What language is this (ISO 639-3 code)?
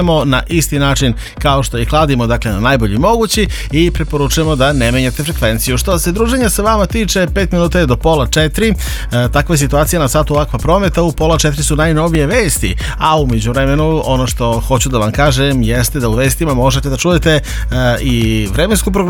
srp